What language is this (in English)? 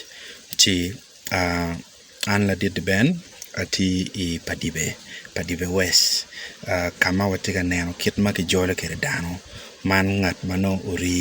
Acoli